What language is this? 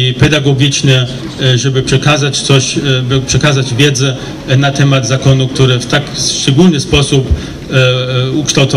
Polish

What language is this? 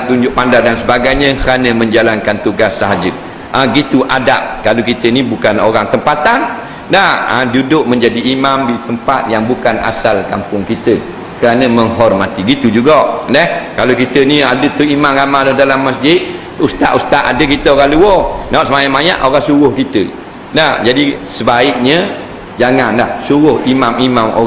Malay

